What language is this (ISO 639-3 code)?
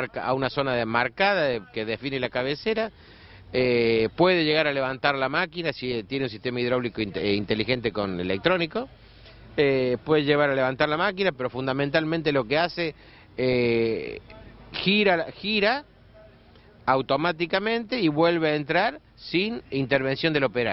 spa